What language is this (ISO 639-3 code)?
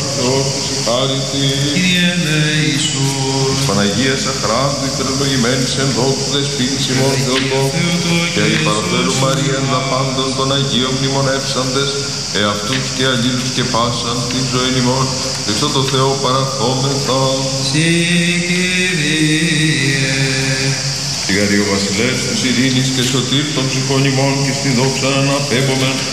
ell